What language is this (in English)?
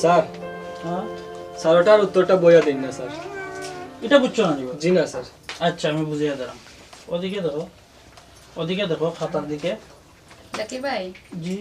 Sylheti